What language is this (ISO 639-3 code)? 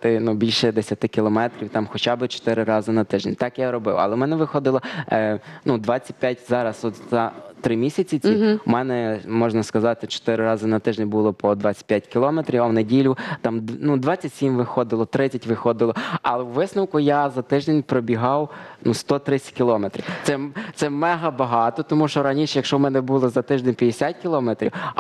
ukr